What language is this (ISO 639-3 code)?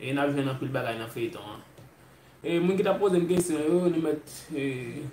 hat